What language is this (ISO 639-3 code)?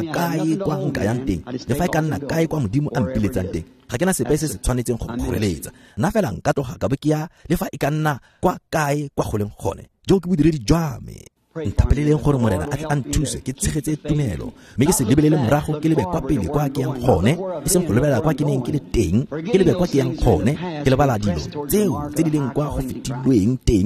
tsn